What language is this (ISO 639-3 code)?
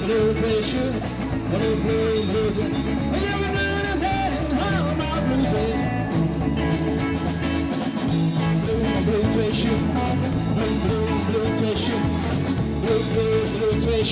eng